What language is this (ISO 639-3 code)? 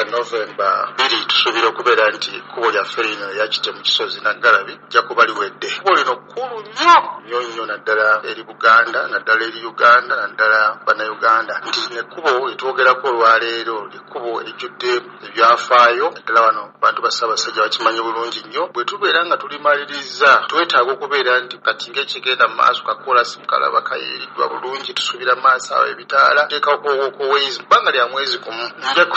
lug